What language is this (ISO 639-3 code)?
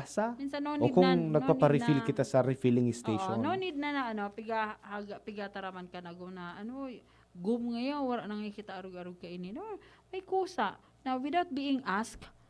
bik